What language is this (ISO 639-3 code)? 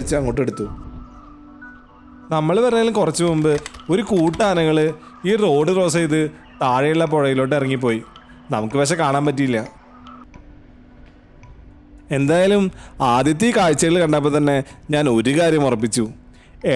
mal